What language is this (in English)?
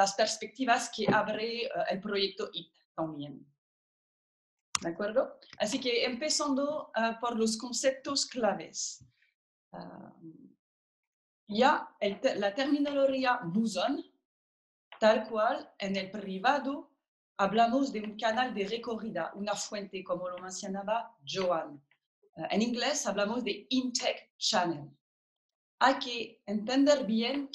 Spanish